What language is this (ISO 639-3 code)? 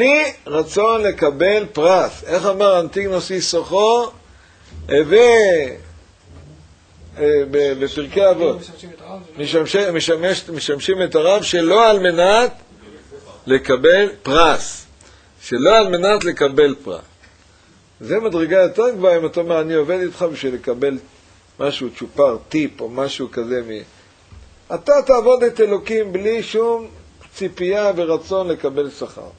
heb